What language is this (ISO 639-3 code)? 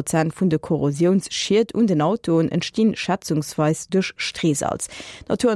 ltz